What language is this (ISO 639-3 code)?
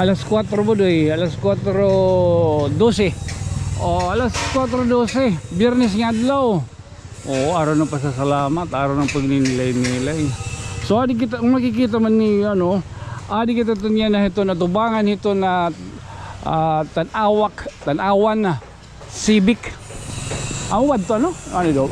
war